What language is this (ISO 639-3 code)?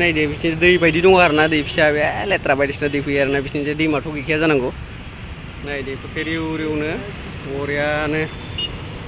brx